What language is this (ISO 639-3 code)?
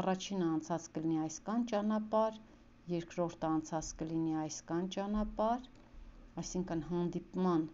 hye